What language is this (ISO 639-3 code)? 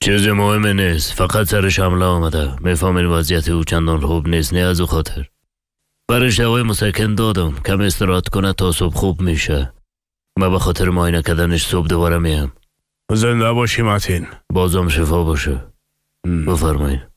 fas